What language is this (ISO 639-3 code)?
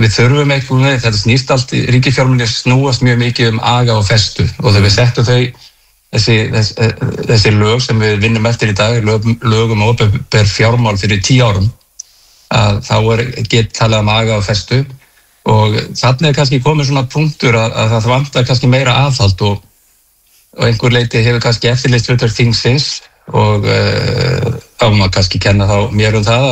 isl